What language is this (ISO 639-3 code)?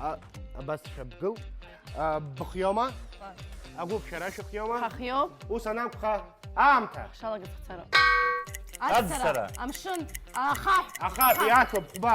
abk